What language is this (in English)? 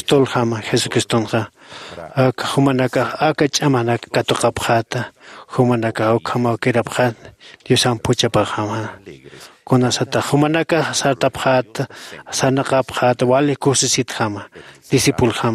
Aymara